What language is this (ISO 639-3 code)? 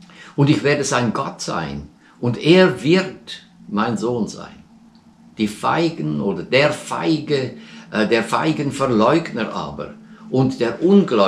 deu